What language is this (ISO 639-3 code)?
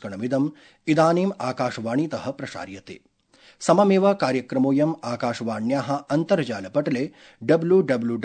san